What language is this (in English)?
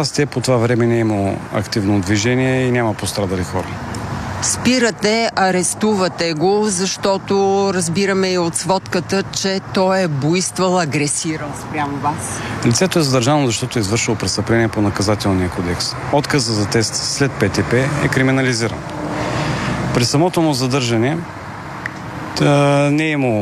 Bulgarian